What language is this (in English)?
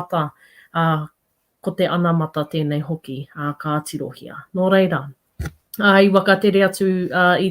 Māori